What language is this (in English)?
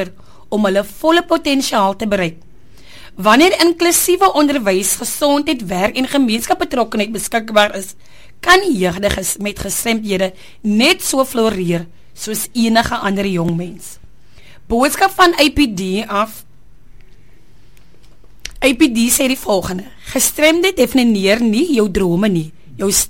Afrikaans